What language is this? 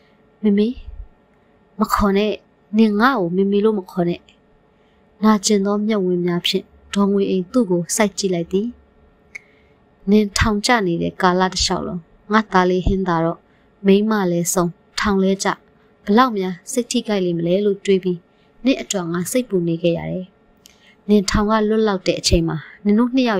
Burmese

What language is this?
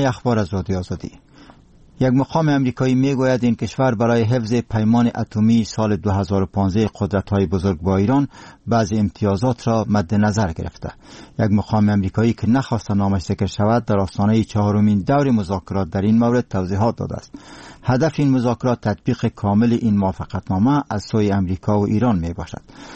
Persian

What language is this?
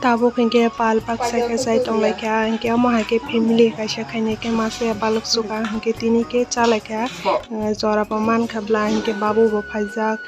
Kok Borok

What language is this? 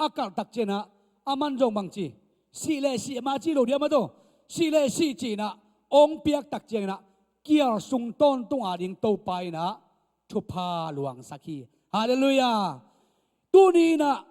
Tedim Chin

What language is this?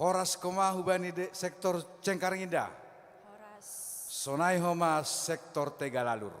Batak Simalungun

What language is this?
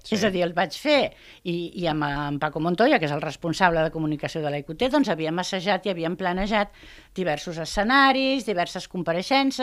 Catalan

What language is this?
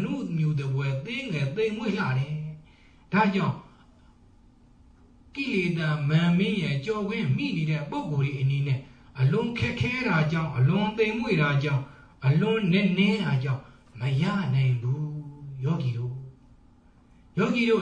Burmese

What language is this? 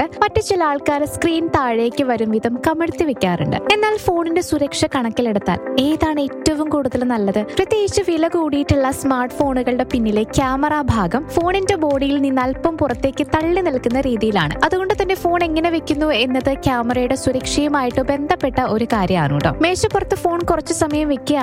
Malayalam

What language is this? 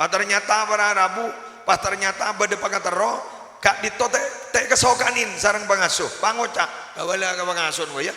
Madurese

